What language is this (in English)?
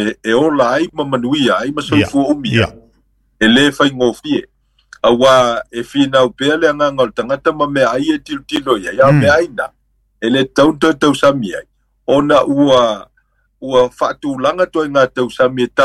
Samoan